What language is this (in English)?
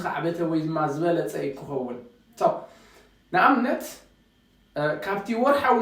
Tigrinya